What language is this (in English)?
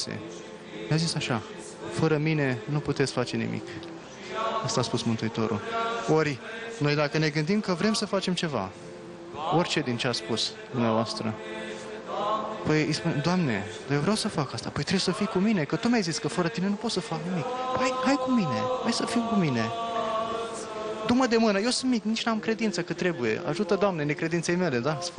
Romanian